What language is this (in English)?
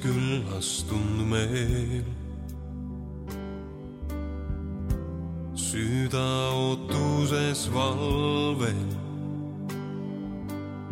Estonian